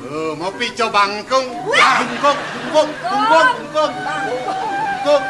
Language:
Balinese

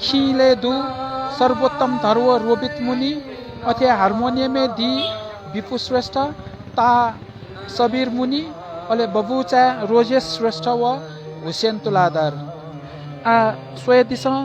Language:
Newari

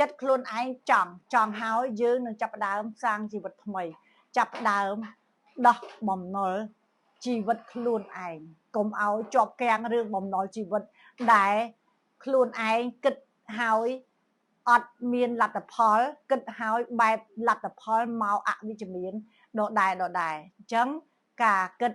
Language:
Khmer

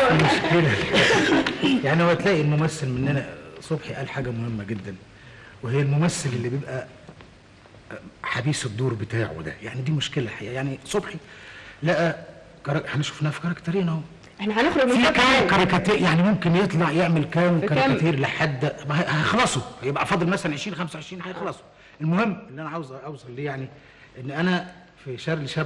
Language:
Egyptian Arabic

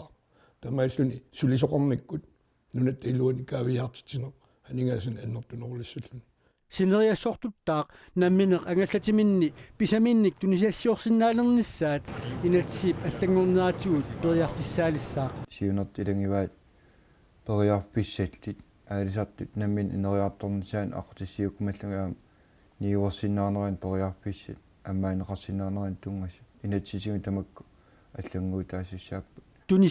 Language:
Kalaallisut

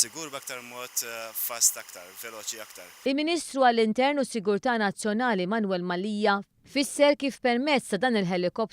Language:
Maltese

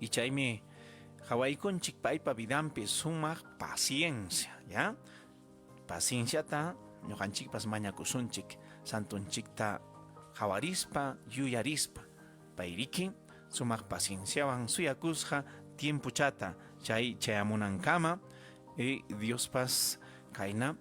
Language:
Ayacucho Quechua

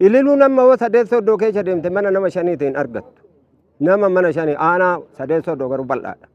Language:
Oromo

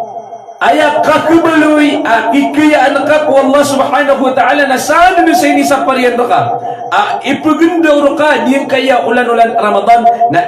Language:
Maranao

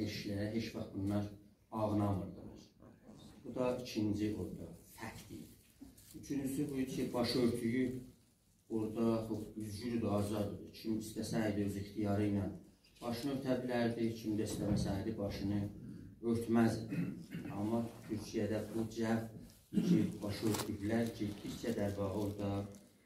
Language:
South Azerbaijani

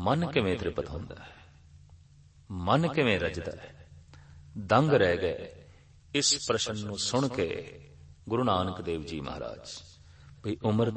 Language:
Punjabi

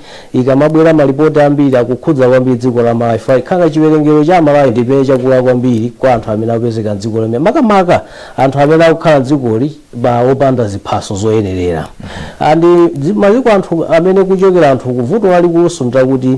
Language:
Nyanja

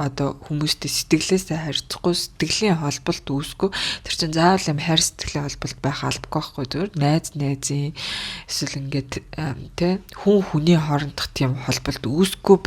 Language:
Mongolian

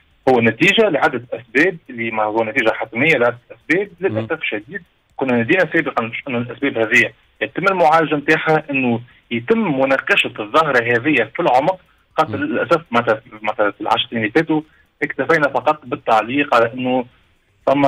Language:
Tunisian Arabic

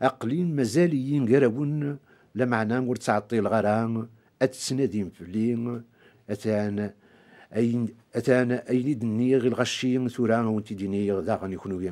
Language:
Kabyle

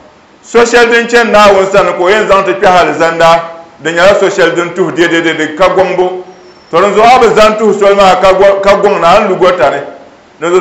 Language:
Dagbani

